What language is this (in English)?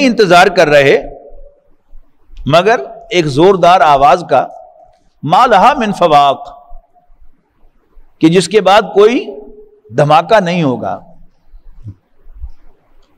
Urdu